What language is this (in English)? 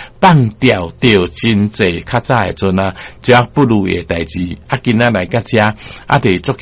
Min Nan Chinese